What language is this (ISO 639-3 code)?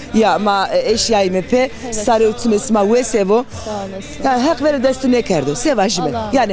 zza